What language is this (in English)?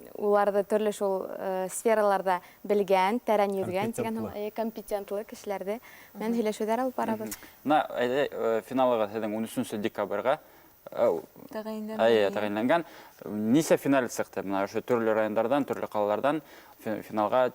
Bashkir